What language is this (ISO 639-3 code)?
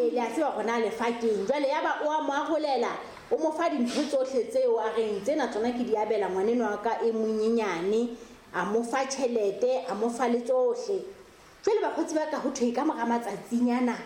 sot